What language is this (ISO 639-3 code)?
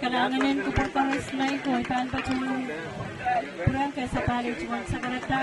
pon